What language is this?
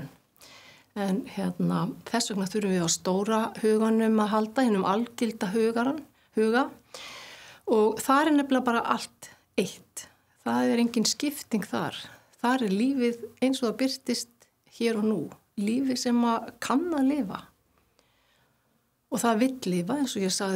Icelandic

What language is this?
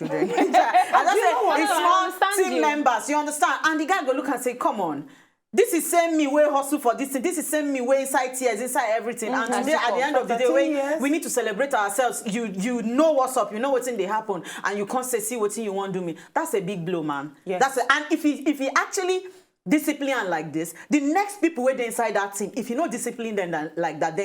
Nigerian Pidgin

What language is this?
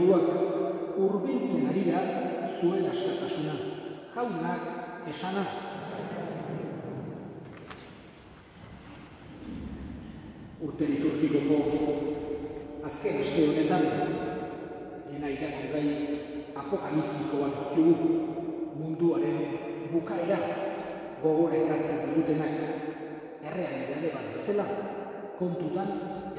Basque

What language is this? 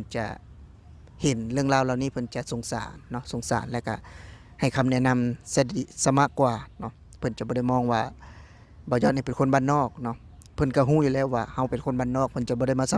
Lao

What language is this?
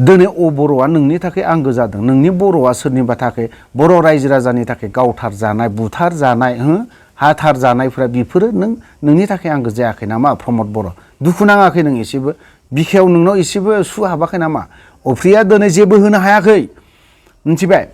Bodo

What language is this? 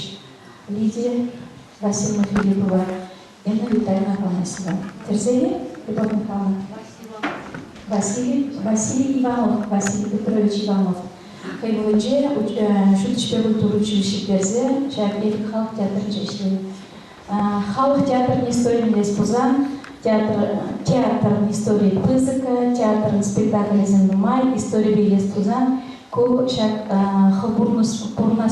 Chuvash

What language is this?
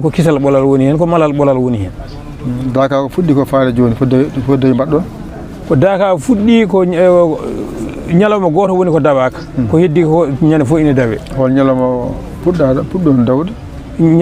Fula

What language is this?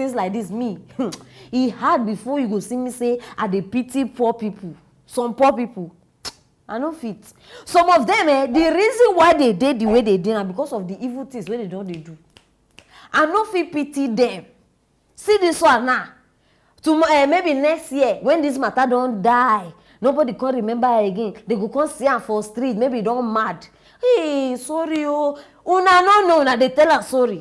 Nigerian Pidgin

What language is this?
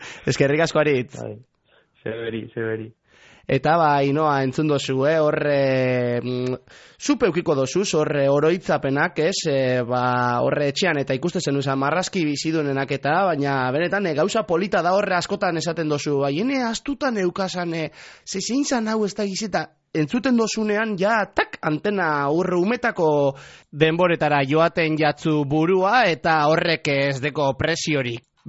Basque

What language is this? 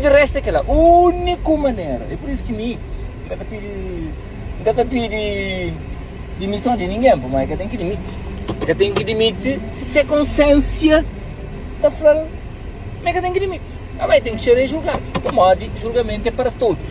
Kabuverdianu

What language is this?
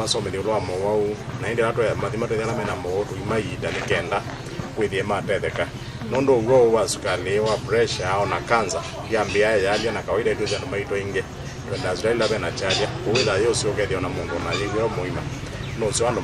Kamba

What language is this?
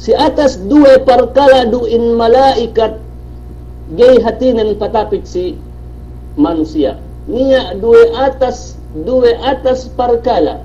Yakan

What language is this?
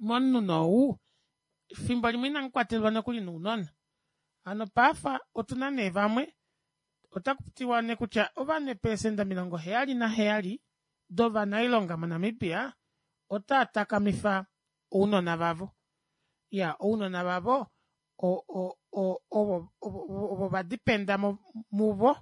Kuanyama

